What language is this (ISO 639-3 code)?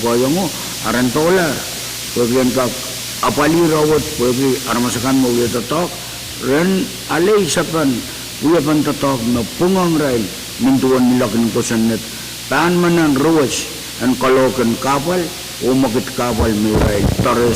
pon